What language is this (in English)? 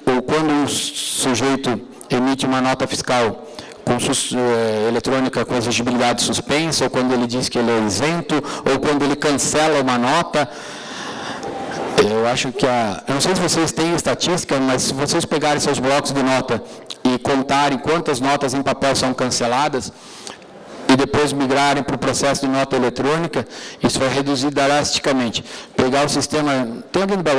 Portuguese